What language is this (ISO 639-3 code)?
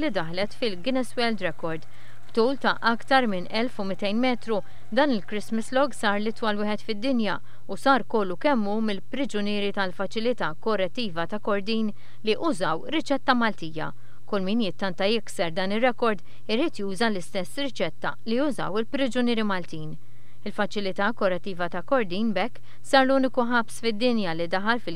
mlt